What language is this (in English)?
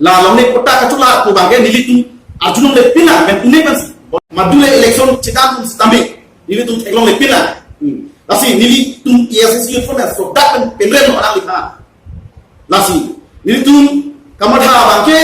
Karbi